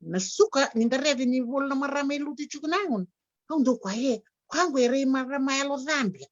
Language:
Fijian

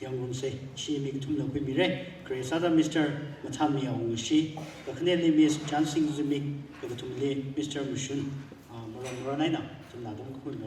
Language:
Tangkhul Naga (India)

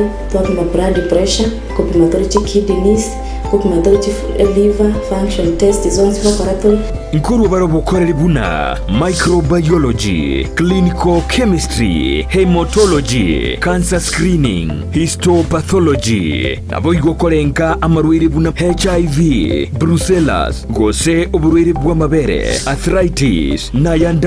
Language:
Gusii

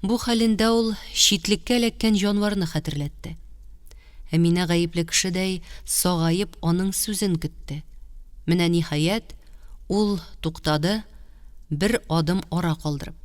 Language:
Tatar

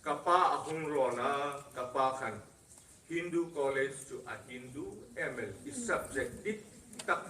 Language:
Hmar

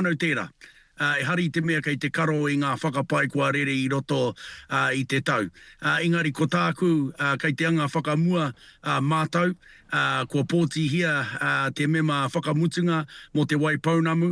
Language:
Māori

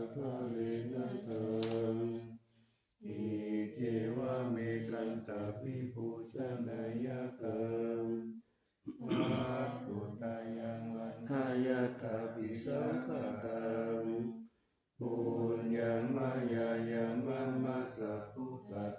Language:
Pali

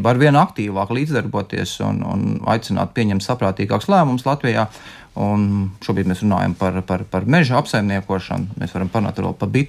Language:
Latvian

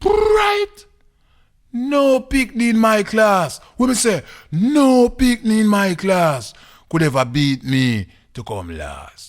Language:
Jamaican Creole English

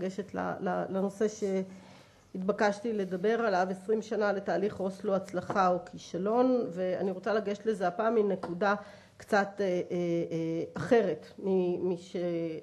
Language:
Hebrew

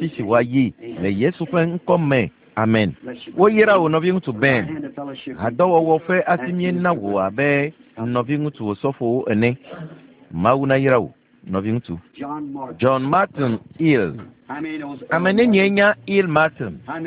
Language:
Ewe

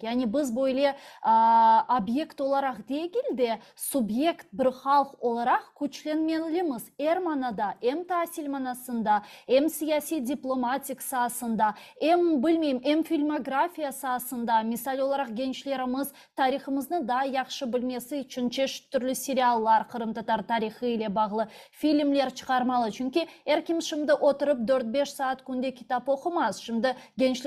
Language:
Crimean Tatar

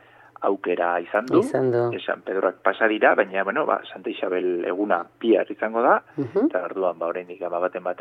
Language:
Basque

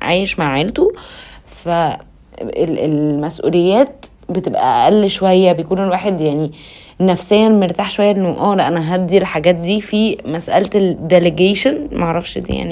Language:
Egyptian Arabic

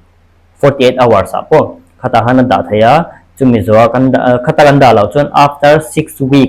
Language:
Mizo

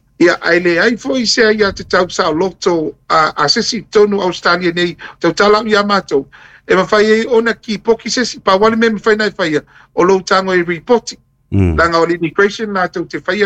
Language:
Samoan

